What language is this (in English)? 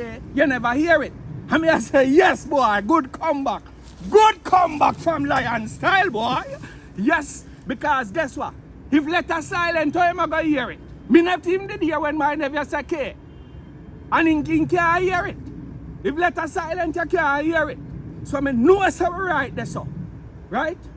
Jamaican Creole English